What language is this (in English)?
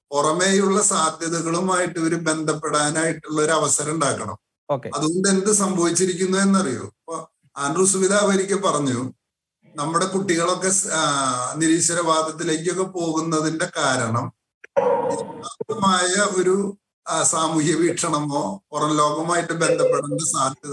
Malayalam